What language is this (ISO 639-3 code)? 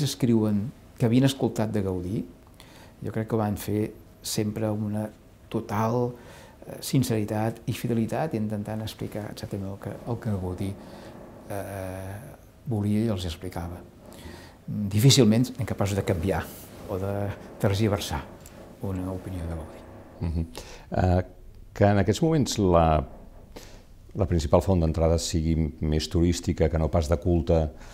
cat